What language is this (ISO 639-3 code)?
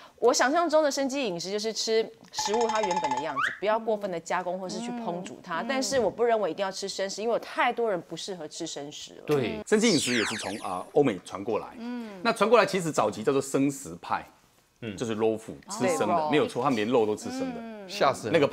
zho